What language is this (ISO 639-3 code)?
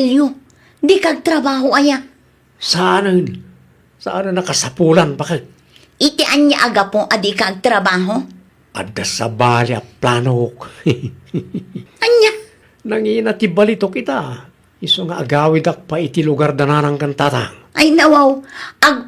ilo